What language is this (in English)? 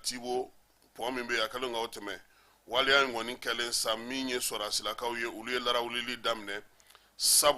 Bambara